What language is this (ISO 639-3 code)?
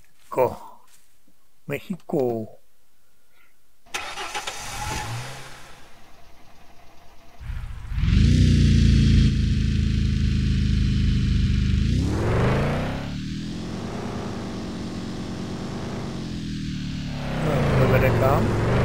ces